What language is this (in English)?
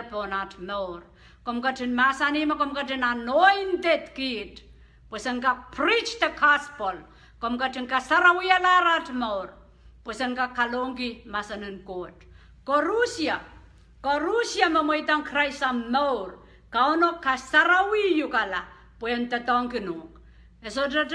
Pohnpeian